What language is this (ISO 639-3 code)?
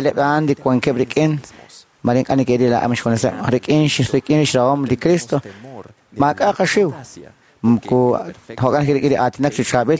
kek